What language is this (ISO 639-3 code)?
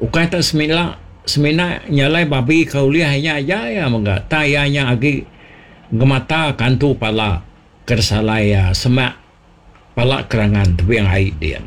iba